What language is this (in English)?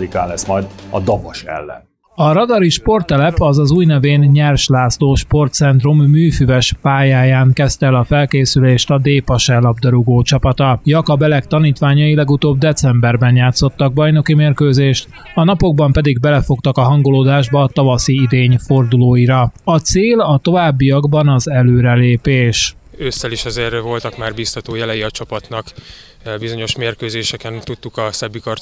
Hungarian